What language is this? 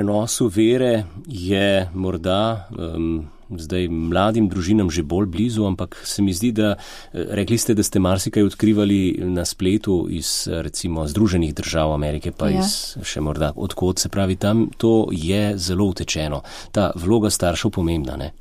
Slovenian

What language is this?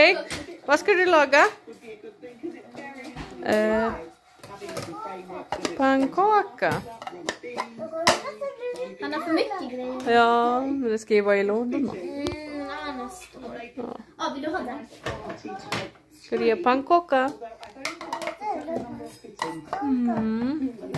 Swedish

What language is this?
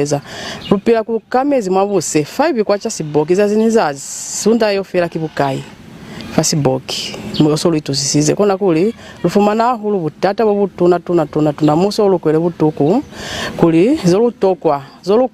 Lozi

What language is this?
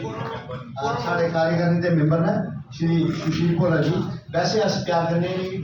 Dogri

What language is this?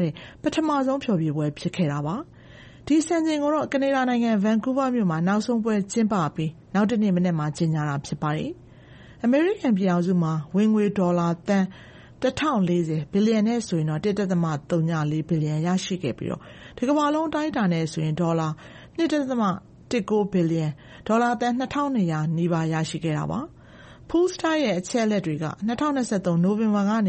Burmese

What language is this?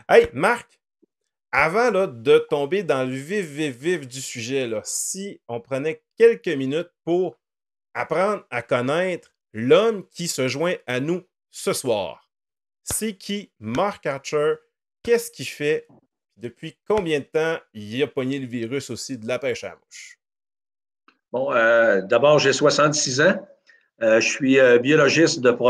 French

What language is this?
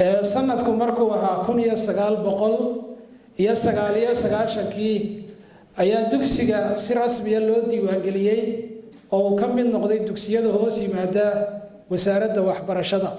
Somali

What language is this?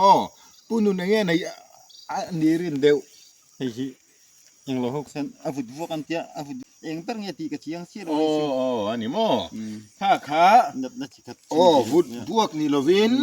Mizo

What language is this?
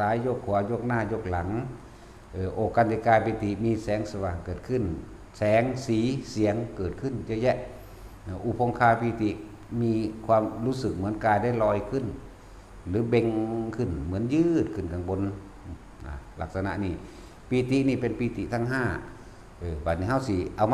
Northeastern Thai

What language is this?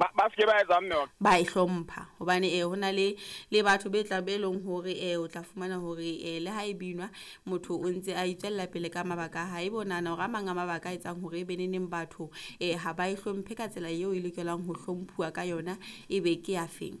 Southern Sotho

